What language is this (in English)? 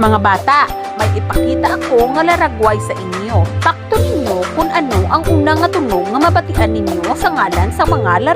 Hiligaynon